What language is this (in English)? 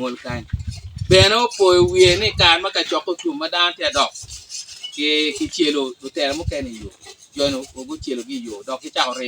Acoli